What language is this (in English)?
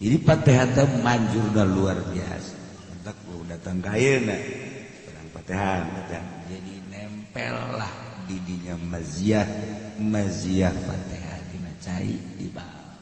Sundanese